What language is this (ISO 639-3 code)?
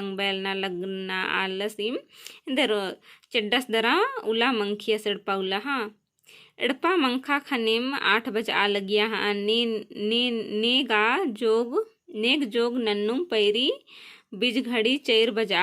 kru